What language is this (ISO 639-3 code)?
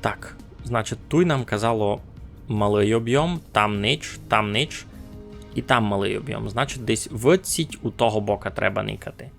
rue